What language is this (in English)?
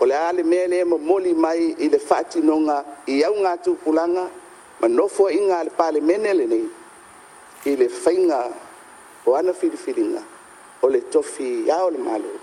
Samoan